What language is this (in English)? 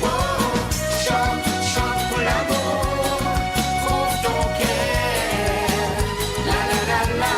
Morisyen